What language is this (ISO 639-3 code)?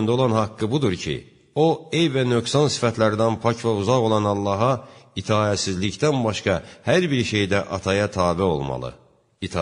aze